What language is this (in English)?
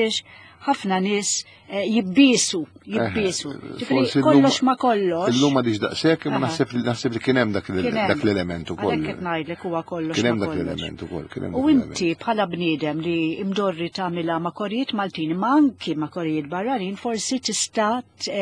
Maltese